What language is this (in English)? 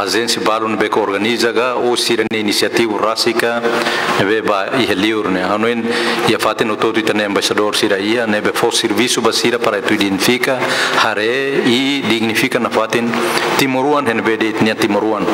Tetum